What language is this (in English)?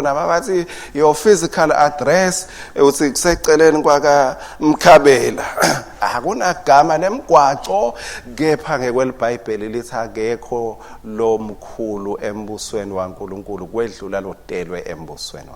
Swati